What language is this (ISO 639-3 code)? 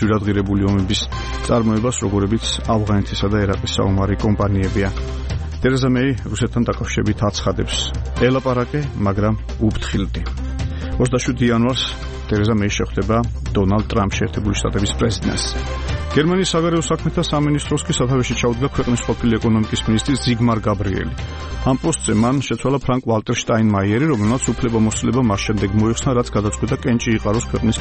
kat